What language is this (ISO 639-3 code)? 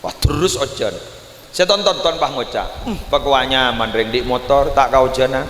mad